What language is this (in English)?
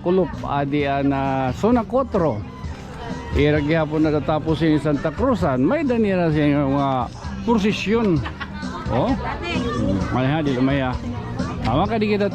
Waray